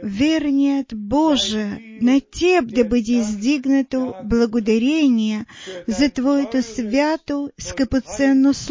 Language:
Bulgarian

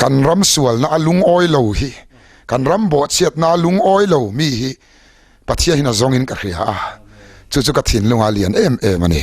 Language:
Mizo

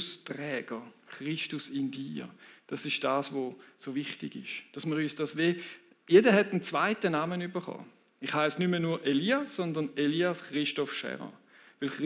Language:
Swiss German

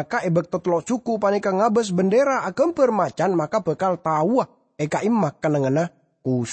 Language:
Madurese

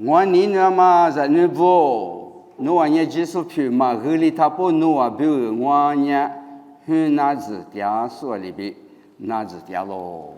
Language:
Lisu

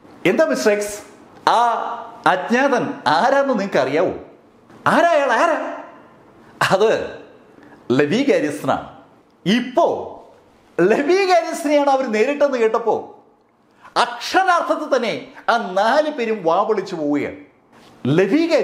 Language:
Malayalam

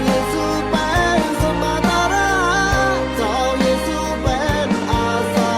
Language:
Shan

